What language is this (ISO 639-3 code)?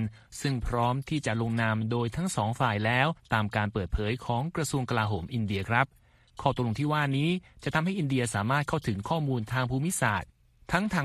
tha